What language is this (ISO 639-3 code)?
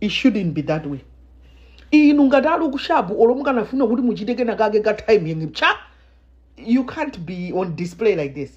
nya